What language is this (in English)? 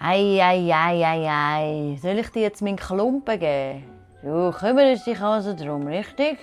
Swiss German